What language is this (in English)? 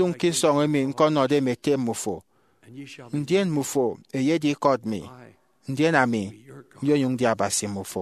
Efik